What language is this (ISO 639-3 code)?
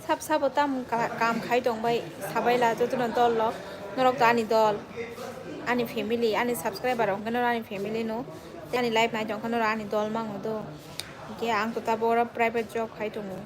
trp